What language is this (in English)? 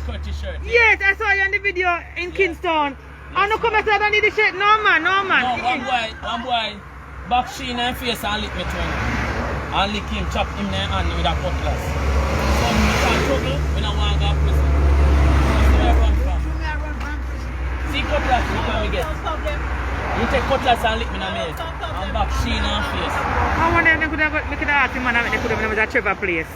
Jamaican Creole English